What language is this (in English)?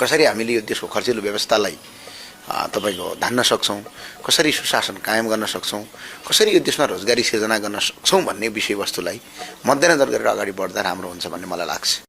Nepali